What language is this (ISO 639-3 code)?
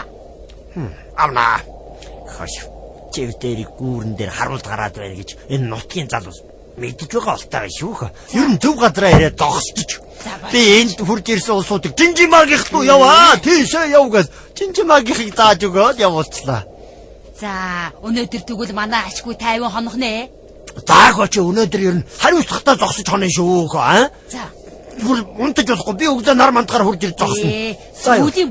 mon